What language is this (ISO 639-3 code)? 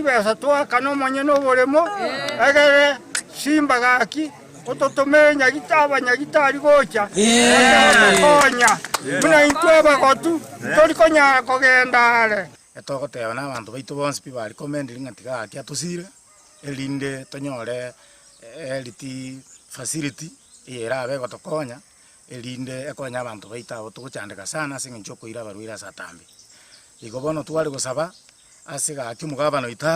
guz